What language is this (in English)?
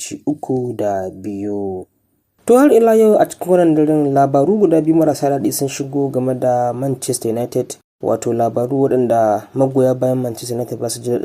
Hausa